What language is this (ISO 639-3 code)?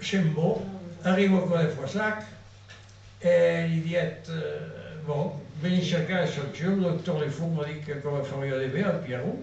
oci